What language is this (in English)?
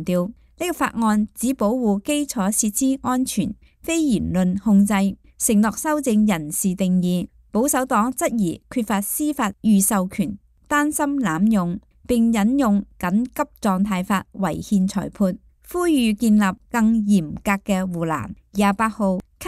Cantonese